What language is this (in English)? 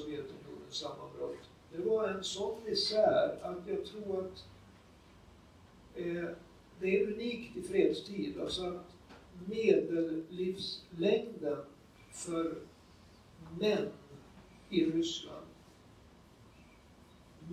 Swedish